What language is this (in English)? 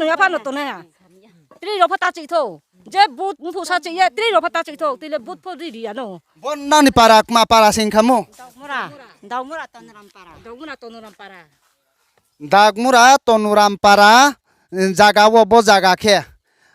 Riang (India)